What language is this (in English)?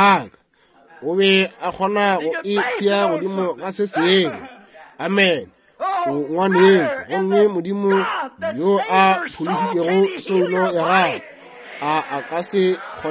Northern Sotho